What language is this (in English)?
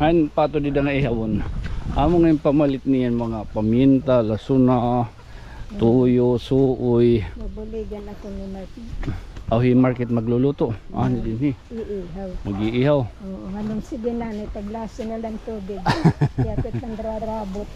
Waray